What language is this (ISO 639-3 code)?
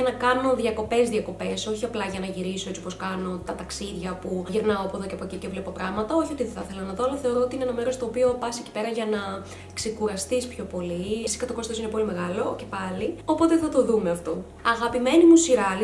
ell